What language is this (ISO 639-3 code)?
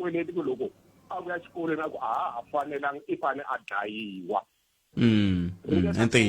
tso